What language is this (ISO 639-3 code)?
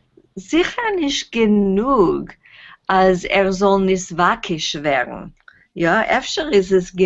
yid